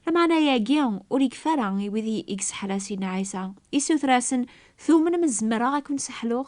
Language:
Kabyle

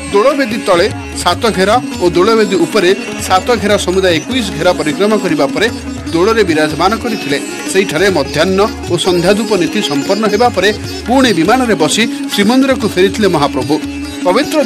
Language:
Odia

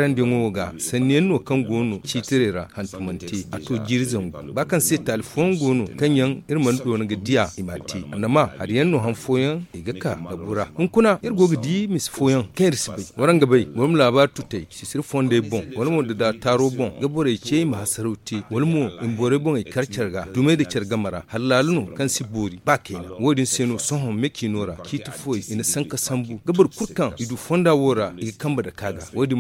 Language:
Zarma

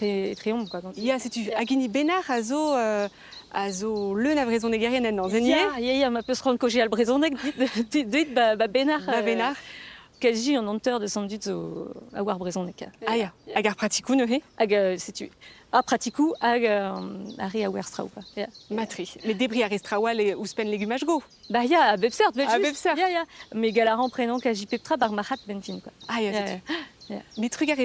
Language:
Breton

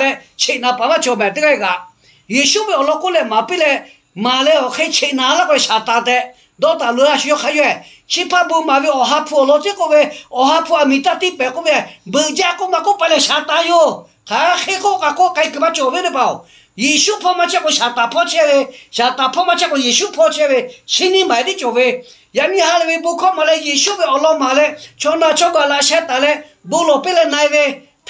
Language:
Lahu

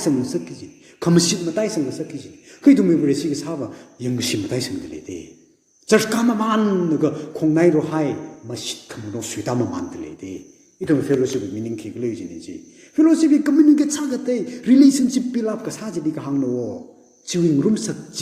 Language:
Tangkhul Naga (India)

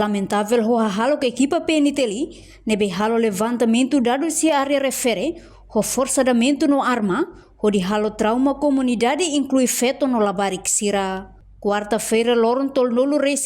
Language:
Tetum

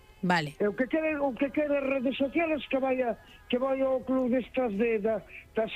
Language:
Galician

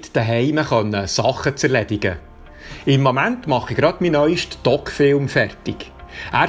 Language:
Swiss German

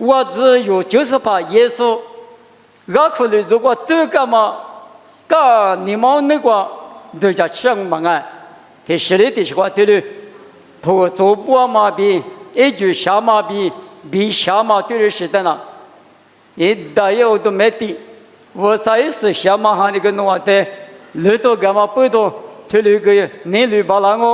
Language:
Lisu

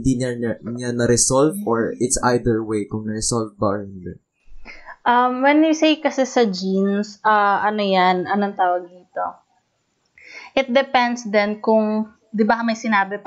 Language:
Filipino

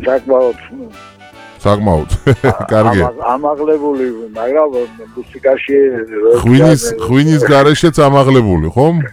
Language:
Georgian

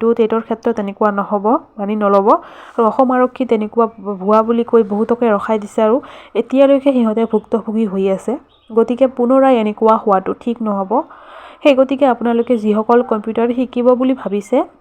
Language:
Assamese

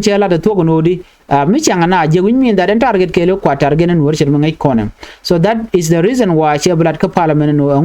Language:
Nuer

